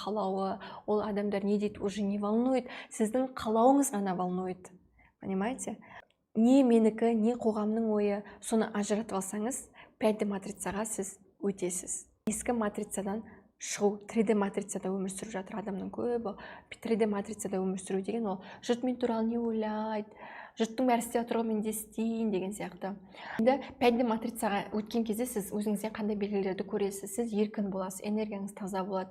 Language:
Kazakh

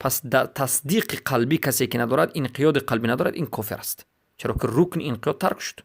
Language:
Persian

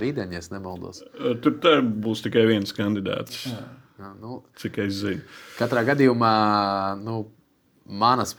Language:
Latvian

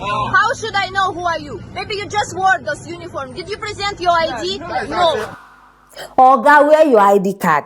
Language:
Nigerian Pidgin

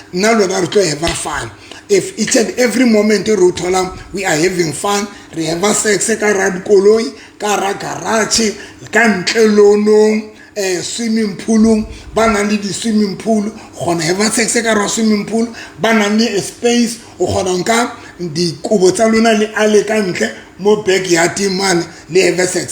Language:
Southern Sotho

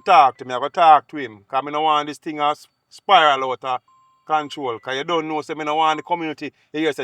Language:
Jamaican Creole English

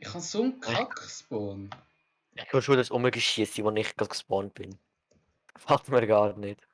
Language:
Swiss German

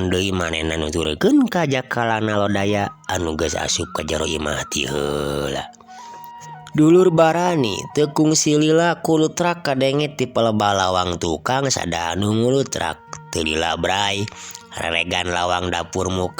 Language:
Sundanese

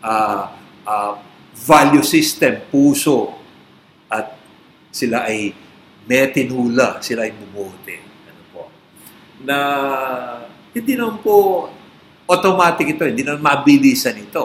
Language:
Filipino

